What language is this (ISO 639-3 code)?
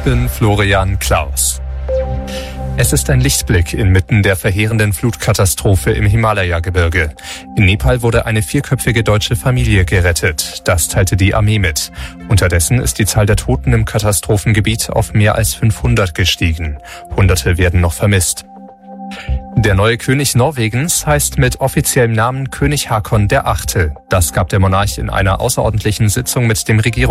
deu